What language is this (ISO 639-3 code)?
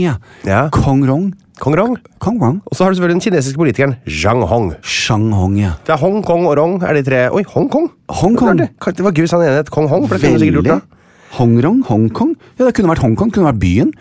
nor